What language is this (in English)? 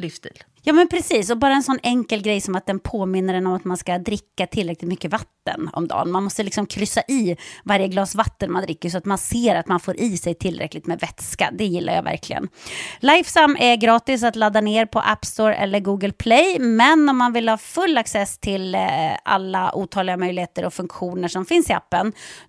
Swedish